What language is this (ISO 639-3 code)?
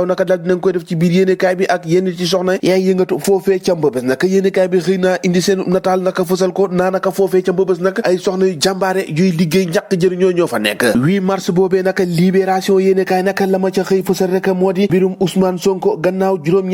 wol